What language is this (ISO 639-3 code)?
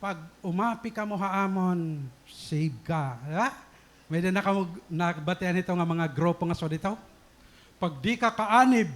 war